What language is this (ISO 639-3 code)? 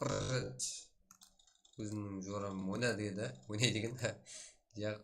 kaa